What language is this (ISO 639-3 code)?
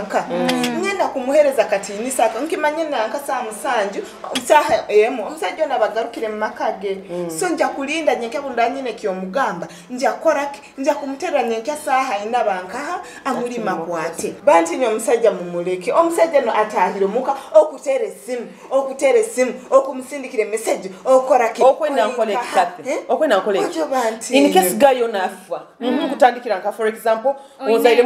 nyo